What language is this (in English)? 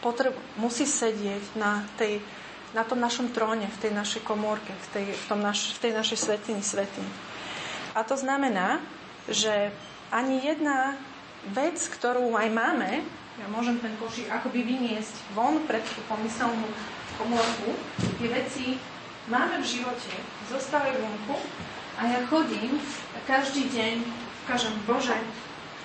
Slovak